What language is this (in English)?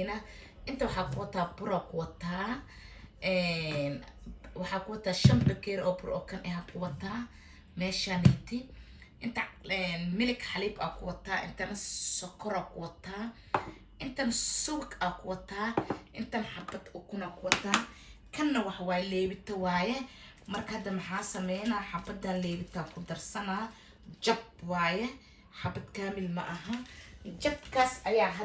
Somali